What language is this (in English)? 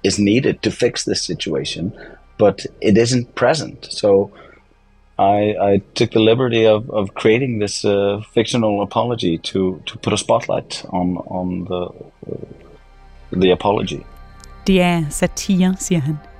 Danish